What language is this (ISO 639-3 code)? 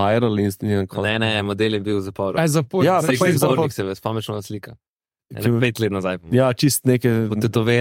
slv